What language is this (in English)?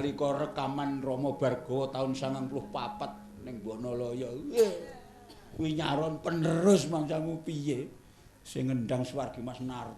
Javanese